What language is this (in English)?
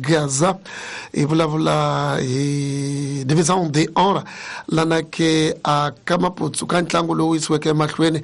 Tsonga